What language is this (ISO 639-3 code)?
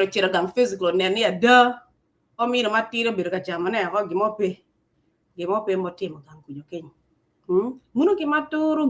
ach